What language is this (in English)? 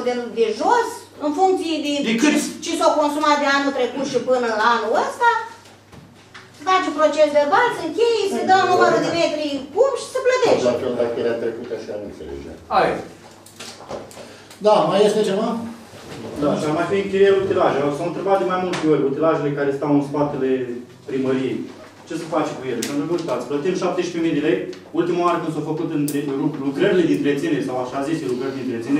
Romanian